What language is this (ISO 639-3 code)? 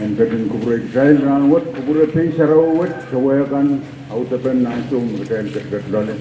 pon